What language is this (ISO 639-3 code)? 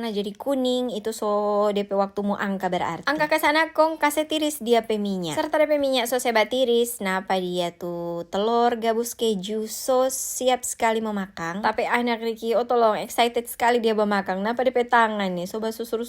xmm